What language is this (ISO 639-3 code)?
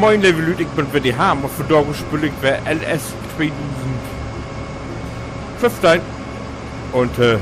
nds